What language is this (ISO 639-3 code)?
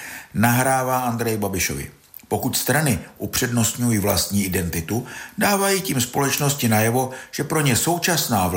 ces